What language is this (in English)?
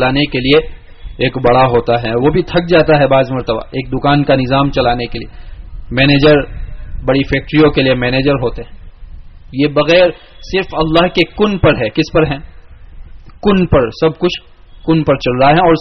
Urdu